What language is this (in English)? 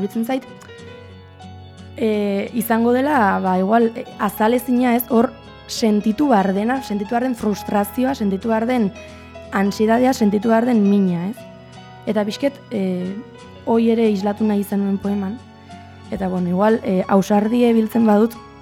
Basque